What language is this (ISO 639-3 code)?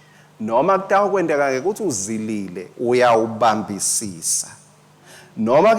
ssw